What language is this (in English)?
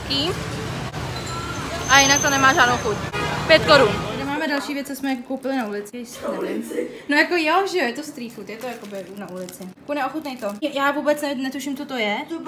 Czech